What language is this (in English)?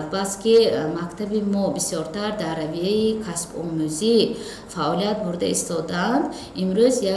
Tajik